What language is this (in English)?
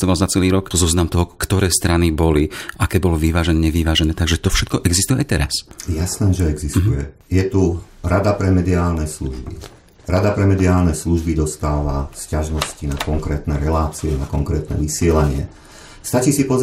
Slovak